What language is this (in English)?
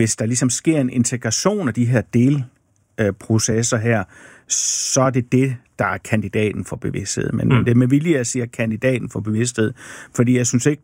Danish